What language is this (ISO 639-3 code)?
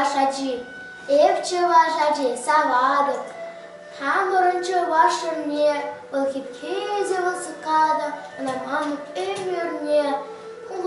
chv